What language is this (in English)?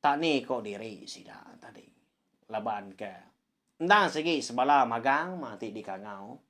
Iban